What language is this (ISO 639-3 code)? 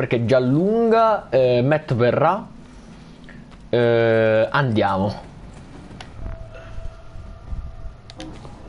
ita